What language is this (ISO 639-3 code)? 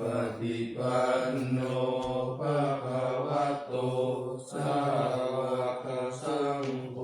pli